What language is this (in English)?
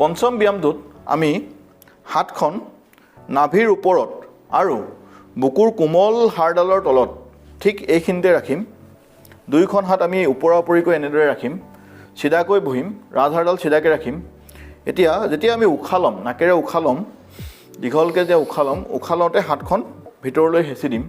Assamese